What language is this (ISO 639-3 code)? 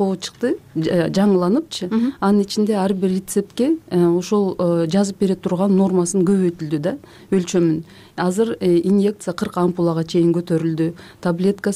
kir